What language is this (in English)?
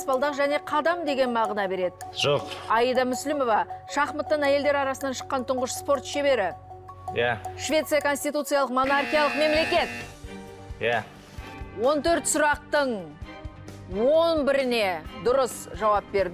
Kazakh